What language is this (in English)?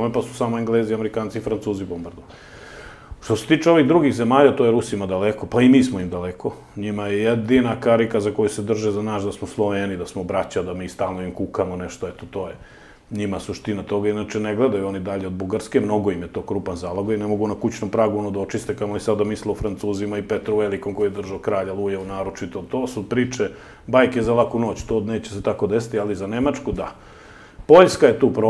Serbian